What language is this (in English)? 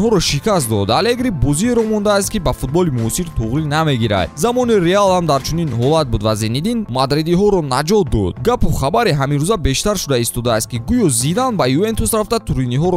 Tajik